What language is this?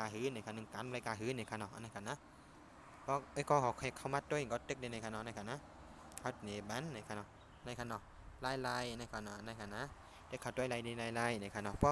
Shan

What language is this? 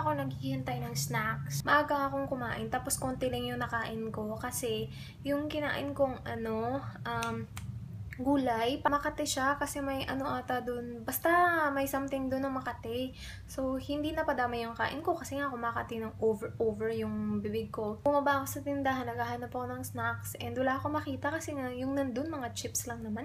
Filipino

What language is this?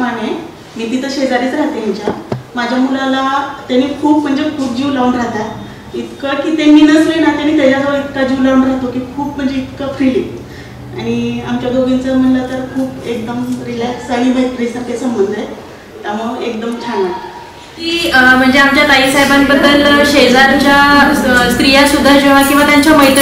Marathi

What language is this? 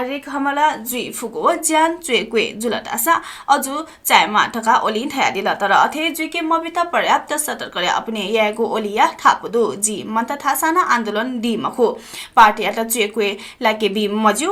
Newari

